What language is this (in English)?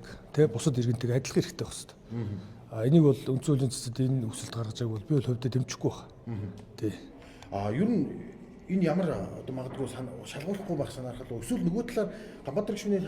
Mongolian